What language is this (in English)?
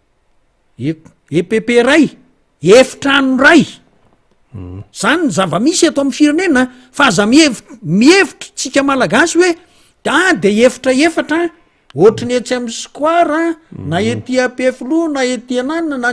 Malagasy